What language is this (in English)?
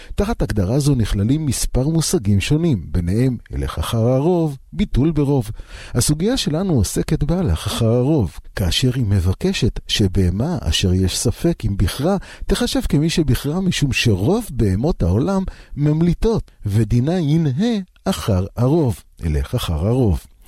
Hebrew